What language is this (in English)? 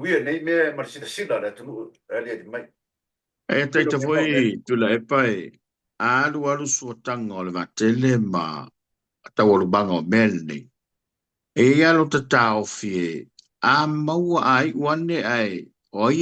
Samoan